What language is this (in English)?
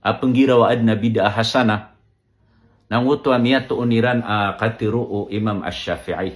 Maranao